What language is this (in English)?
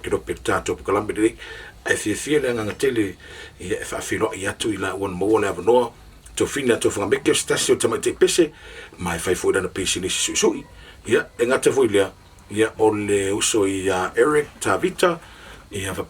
Samoan